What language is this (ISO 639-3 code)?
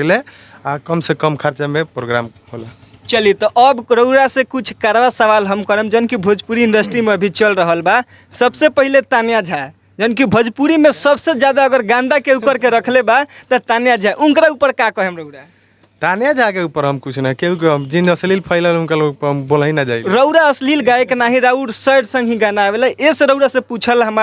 bho